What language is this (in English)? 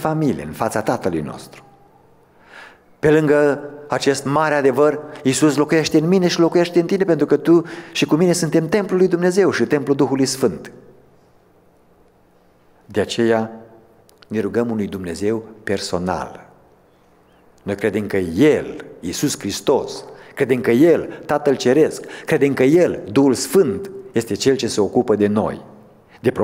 Romanian